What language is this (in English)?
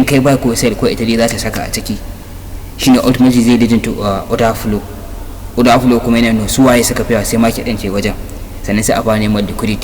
Hausa